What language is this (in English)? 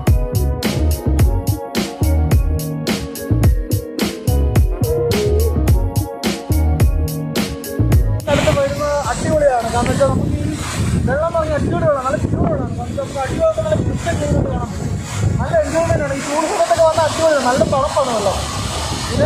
Malayalam